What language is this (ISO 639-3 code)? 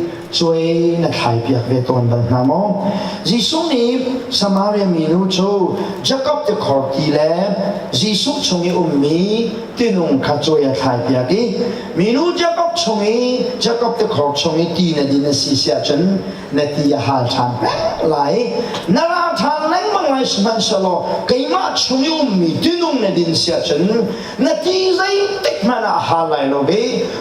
cnh